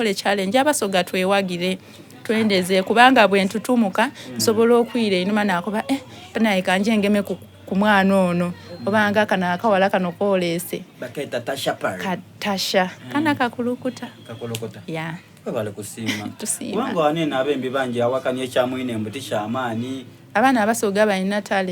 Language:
Soga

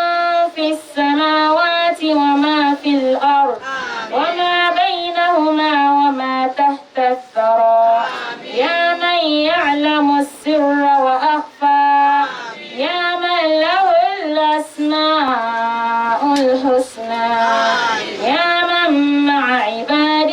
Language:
Dagbani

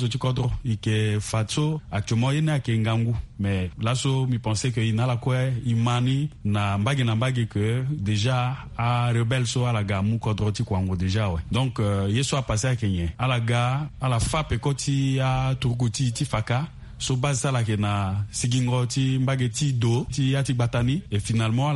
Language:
Sango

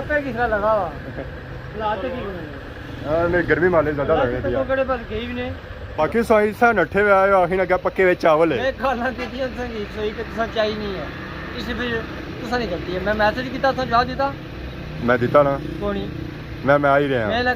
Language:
Pahari-Potwari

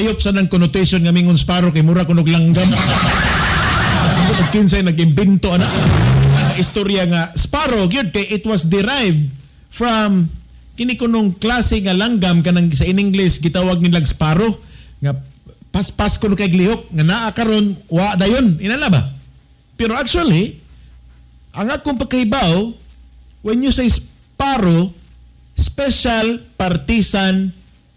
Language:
Cebuano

